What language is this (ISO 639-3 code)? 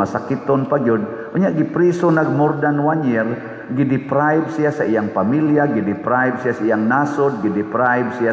ceb